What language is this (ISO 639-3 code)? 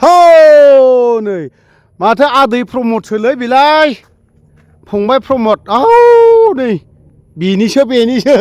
brx